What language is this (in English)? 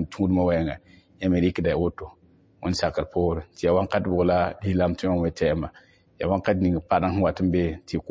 Mossi